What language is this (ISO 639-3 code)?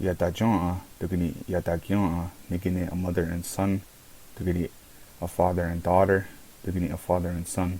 moh